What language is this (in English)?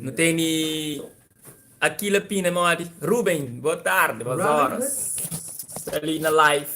Kabuverdianu